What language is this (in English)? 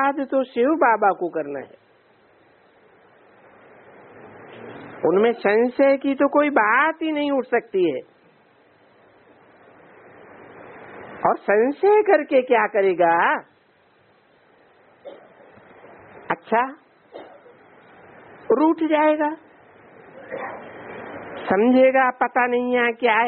Hindi